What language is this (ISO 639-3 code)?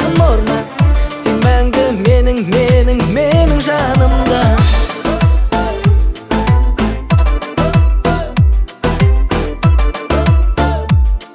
kaz